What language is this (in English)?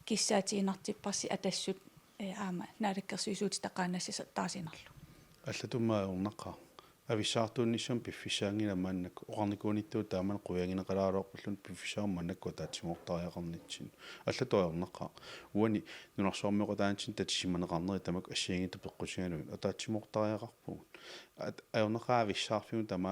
Kalaallisut